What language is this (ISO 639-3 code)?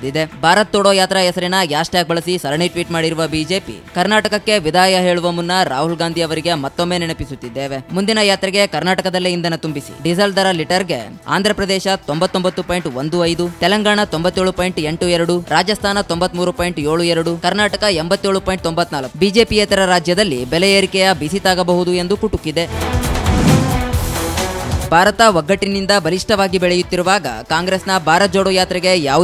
kan